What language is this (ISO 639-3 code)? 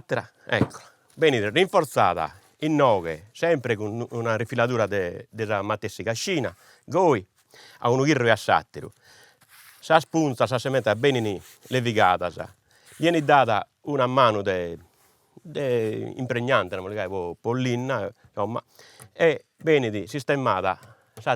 srd